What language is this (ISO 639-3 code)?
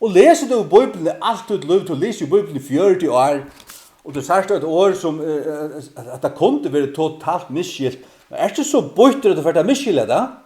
fao